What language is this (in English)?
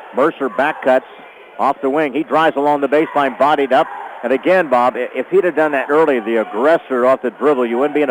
English